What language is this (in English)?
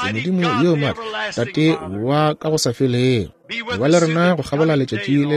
Northern Sotho